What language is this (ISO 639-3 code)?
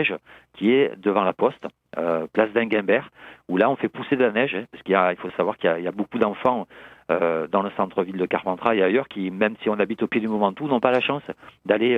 fra